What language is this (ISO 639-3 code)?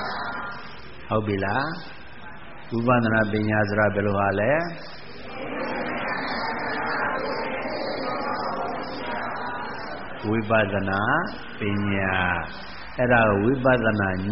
mya